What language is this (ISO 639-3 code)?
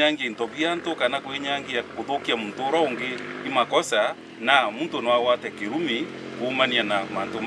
mer